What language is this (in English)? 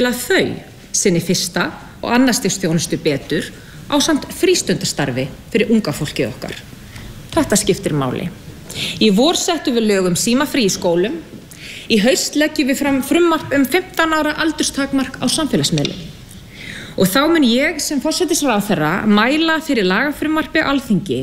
Icelandic